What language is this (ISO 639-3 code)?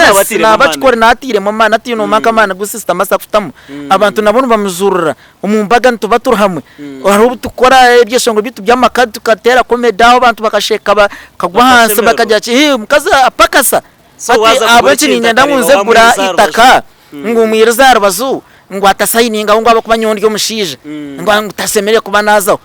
nyn